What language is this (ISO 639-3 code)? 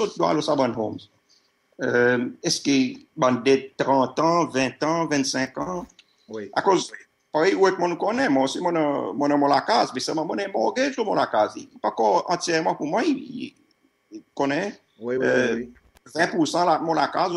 crs